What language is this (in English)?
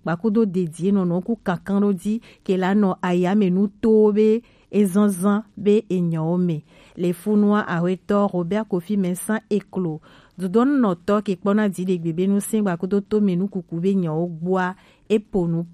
Gen